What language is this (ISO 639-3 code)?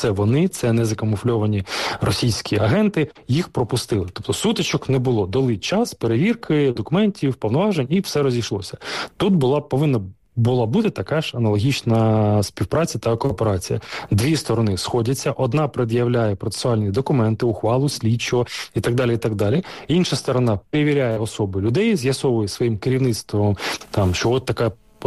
ukr